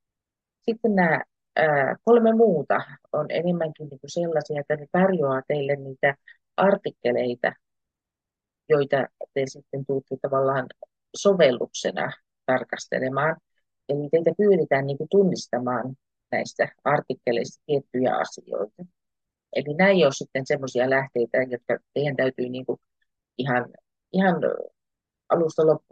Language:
Finnish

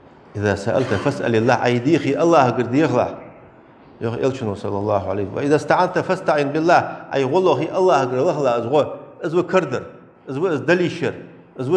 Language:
Ingush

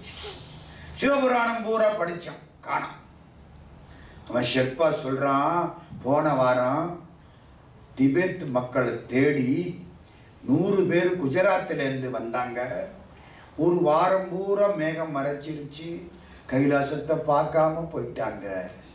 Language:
Tamil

